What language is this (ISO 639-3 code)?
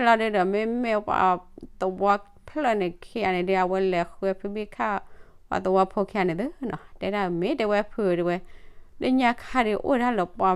ksw